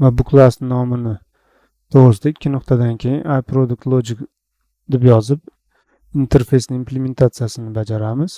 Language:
Uzbek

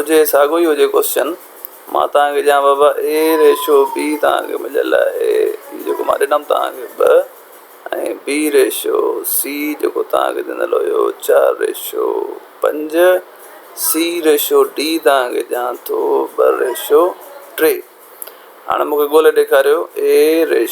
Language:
Sindhi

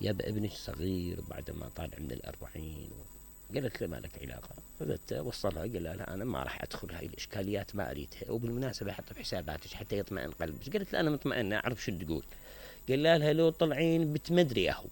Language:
Mesopotamian Arabic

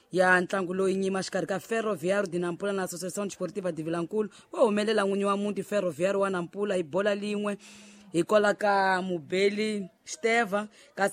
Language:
Tsonga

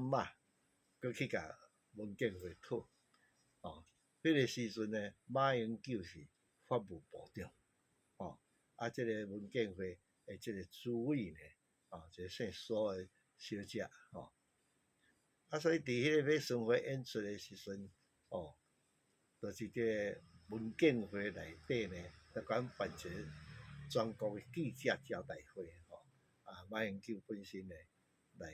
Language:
Min Nan Chinese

